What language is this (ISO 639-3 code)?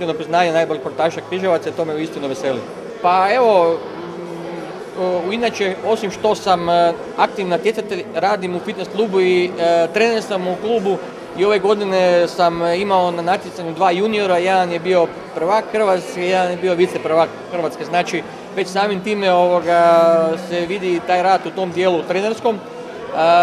hrv